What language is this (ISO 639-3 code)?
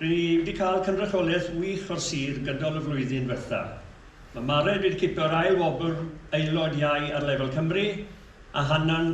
cym